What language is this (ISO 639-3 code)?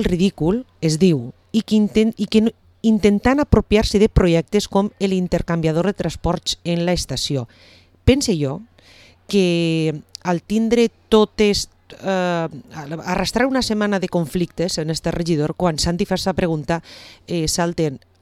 cat